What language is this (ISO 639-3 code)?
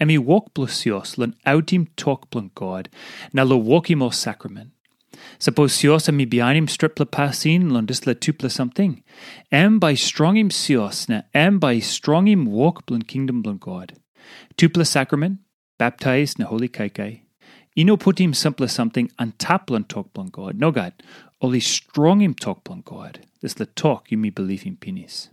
tpi